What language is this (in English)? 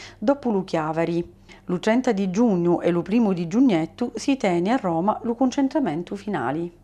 Sicilian